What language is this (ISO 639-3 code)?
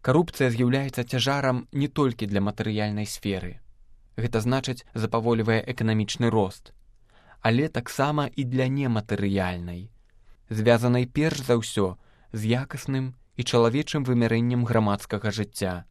bel